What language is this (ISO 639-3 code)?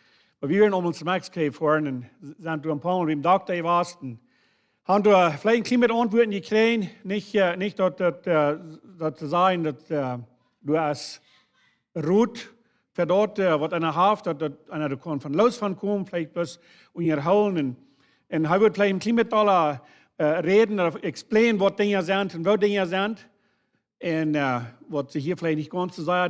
pdt